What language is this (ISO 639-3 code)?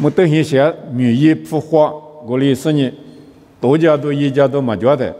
lis